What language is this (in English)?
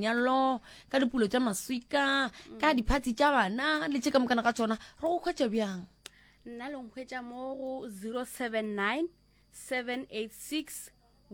Northern Sotho